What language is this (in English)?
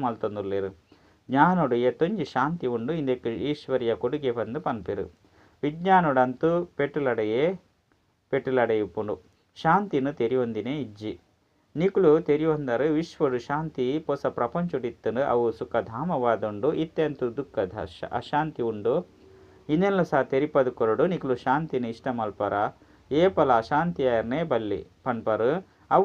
Tulu